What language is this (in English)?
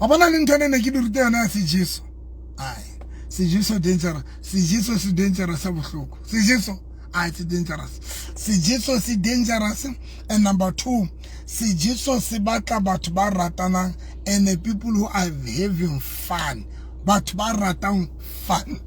Southern Sotho